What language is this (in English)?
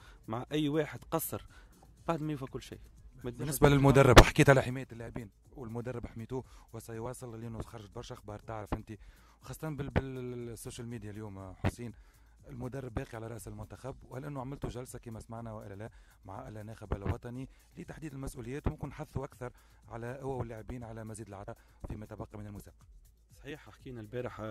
Tunisian Arabic